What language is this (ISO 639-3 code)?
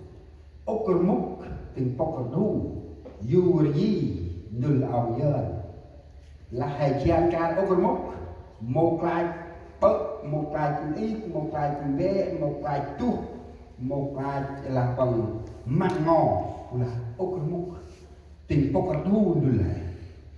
cmo